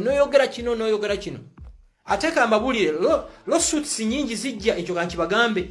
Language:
Ganda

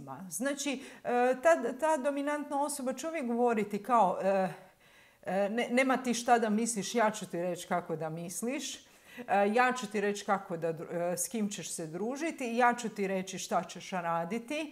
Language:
Croatian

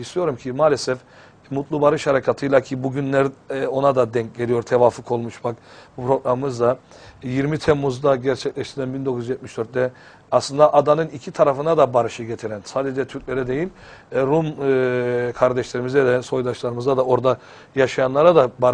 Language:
Turkish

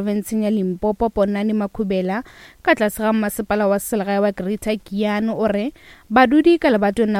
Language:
Northern Sotho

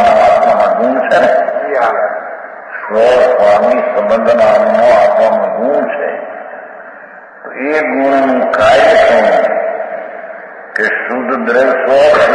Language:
Gujarati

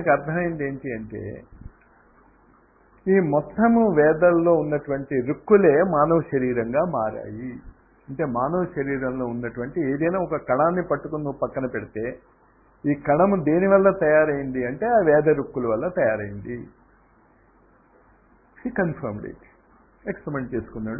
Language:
Telugu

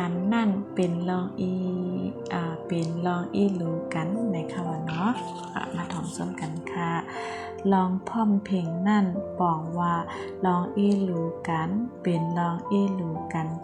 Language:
Shan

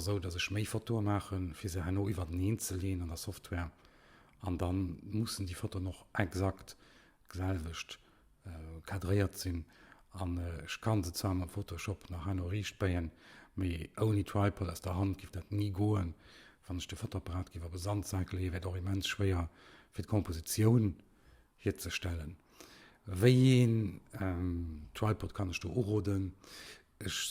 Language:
Luxembourgish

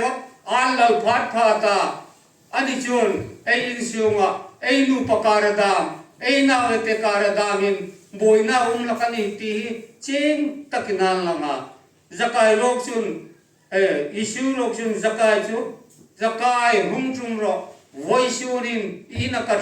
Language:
Hmar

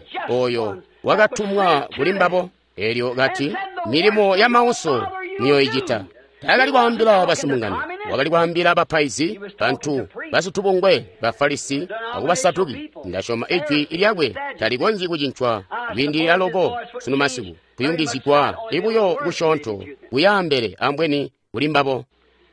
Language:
Tonga (Zambia)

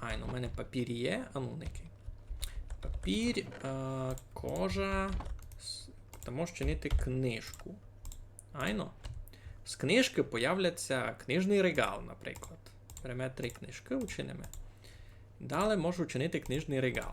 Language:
Rusyn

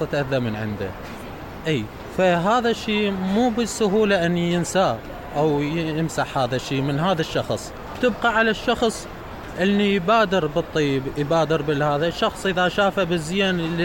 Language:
Mesopotamian Arabic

